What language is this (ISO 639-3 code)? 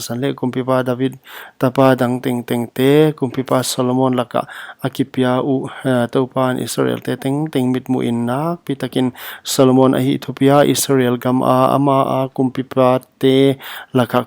pck